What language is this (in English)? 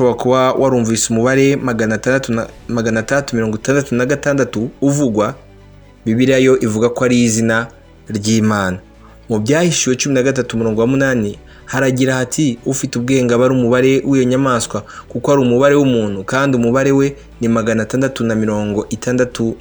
Kinyarwanda